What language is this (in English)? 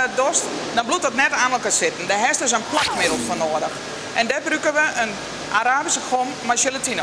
Western Frisian